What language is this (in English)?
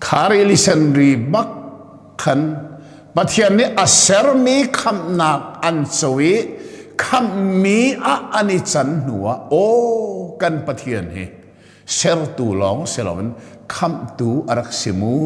Hakha Chin